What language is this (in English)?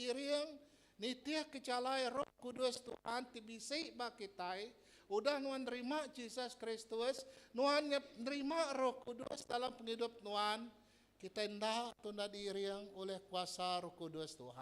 Iban